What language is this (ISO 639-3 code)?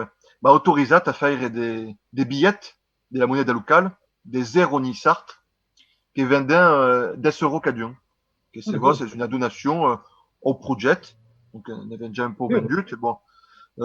oci